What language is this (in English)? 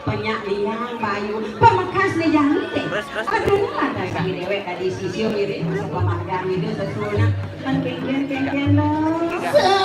Balinese